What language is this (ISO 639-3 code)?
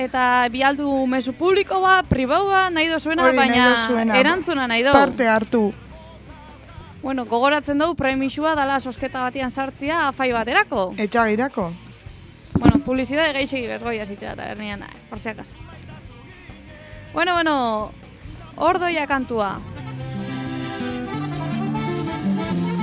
eus